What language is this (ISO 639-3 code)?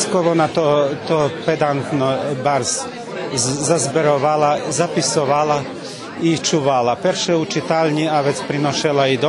rue